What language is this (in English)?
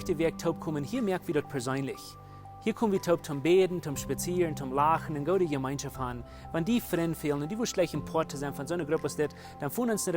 Plautdietsch